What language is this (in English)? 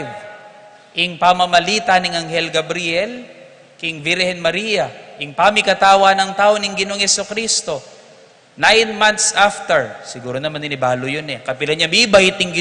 Pampanga